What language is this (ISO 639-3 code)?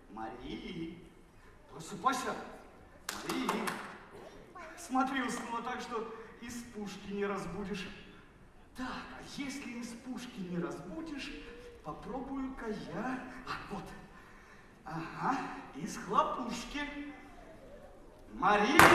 rus